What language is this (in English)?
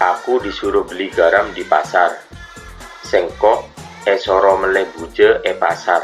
Madurese